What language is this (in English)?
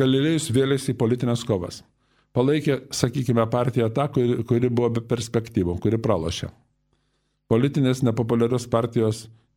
Lithuanian